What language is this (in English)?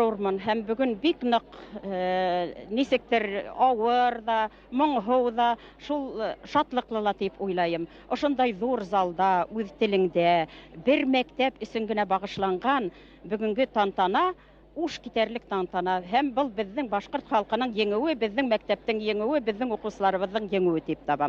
Bashkir